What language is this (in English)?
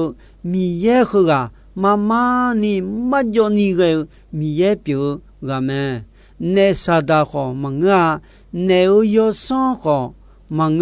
Akha